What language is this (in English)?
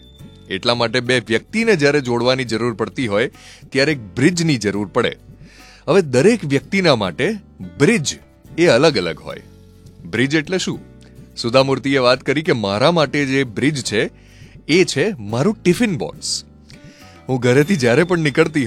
Gujarati